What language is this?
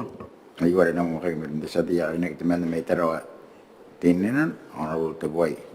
Gilbertese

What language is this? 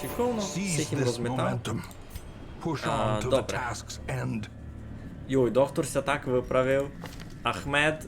Rusyn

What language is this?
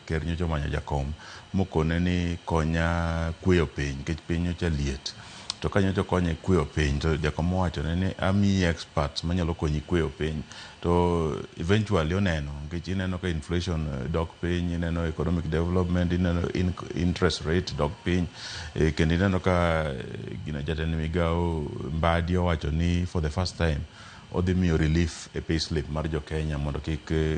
Luo (Kenya and Tanzania)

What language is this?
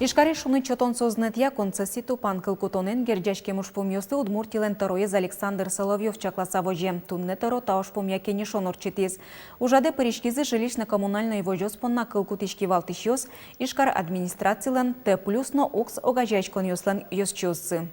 Udmurt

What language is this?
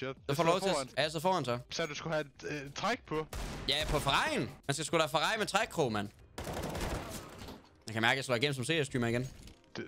Danish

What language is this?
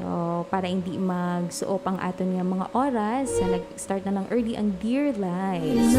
Hiligaynon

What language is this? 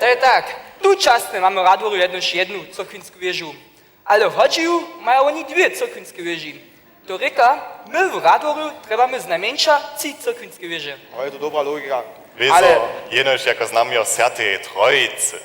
Upper Sorbian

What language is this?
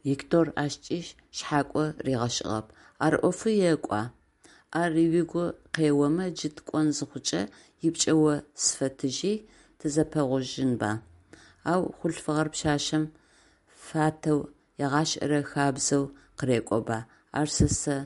Adyghe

